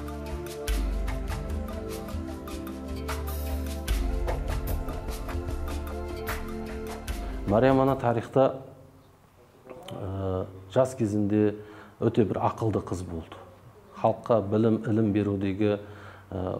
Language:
Kazakh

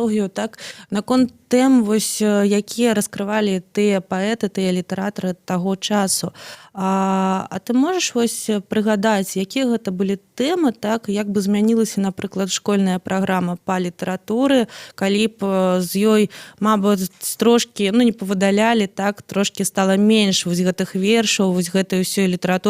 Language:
Belarusian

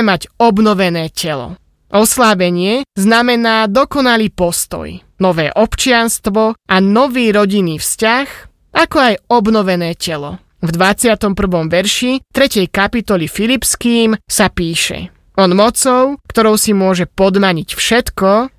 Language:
Slovak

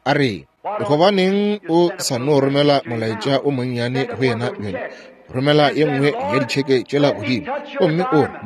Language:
Northern Sotho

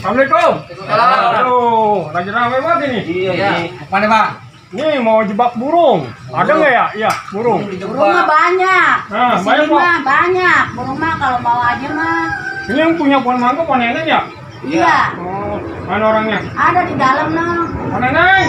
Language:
Betawi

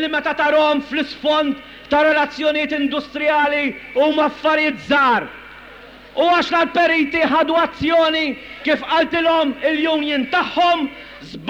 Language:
Maltese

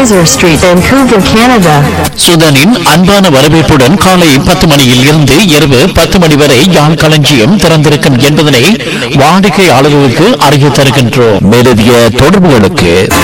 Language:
Tamil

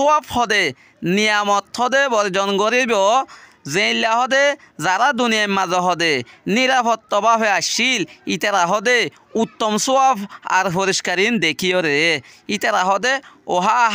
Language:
Rohingya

